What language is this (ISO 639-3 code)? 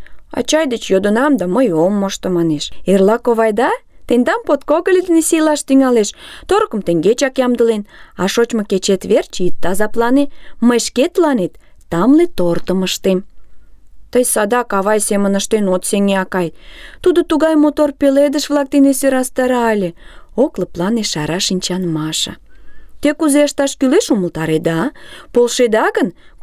chm